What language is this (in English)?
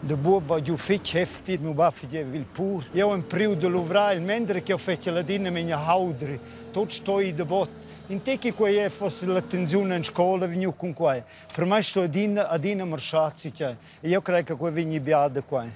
Romansh